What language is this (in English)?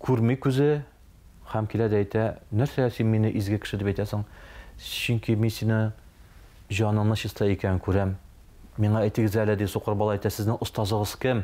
Tatar